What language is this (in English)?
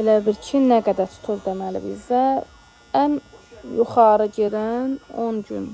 Azerbaijani